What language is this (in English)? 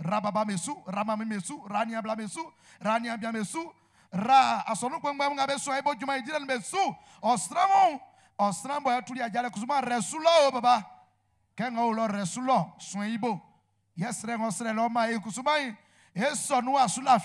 Baoulé